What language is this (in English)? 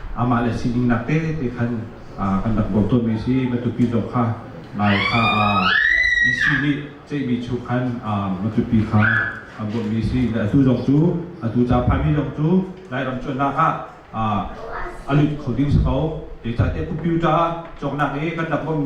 Hakha Chin